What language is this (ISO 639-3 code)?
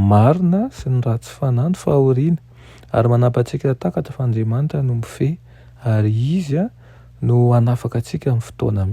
mlg